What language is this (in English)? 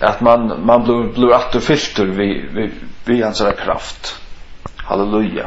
Faroese